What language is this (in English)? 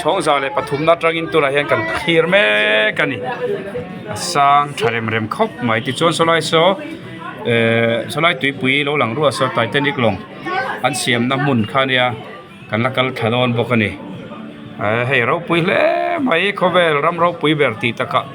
Mizo